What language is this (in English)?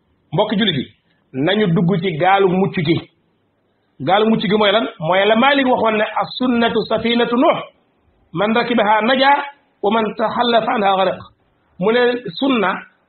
Wolof